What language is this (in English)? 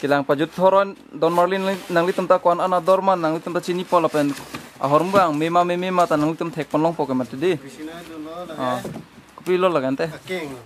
Karbi